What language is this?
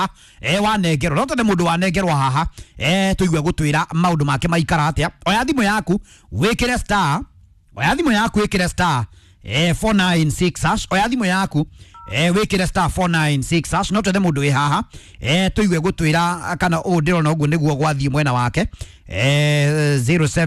Kikuyu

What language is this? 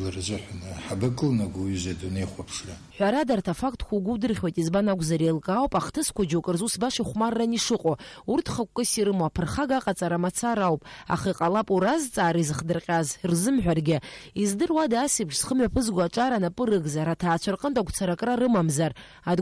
Abkhazian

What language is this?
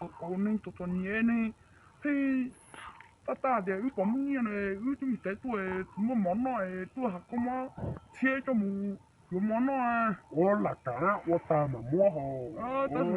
Hmong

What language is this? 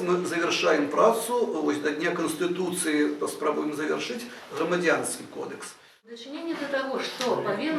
Belarusian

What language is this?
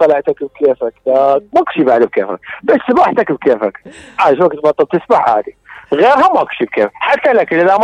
Mesopotamian Arabic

